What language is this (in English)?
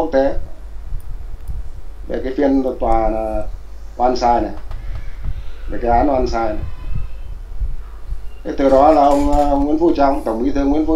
Vietnamese